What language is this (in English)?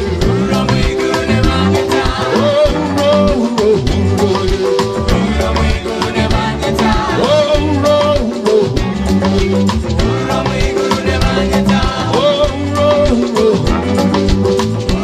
Nyoro